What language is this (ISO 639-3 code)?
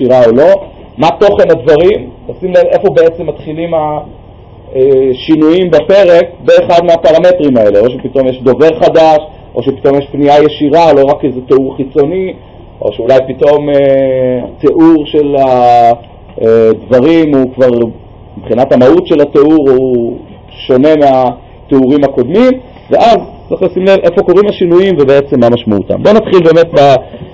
heb